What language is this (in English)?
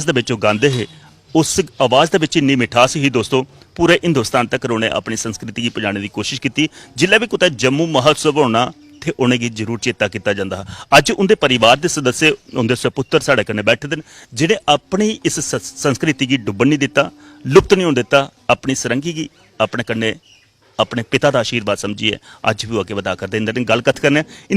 Dogri